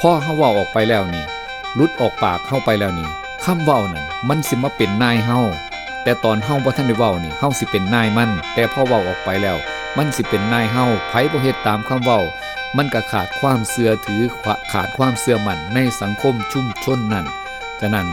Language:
Northeastern Thai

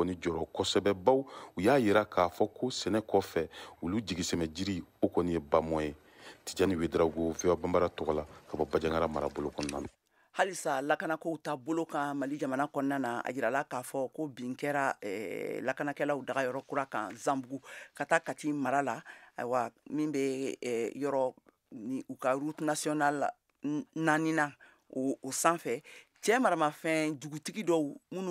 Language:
Bambara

